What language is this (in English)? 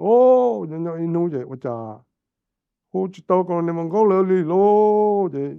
Hmong